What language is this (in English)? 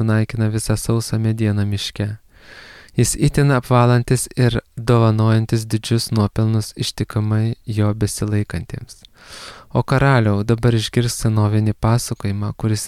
Lithuanian